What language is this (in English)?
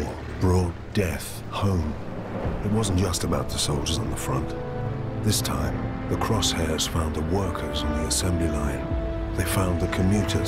English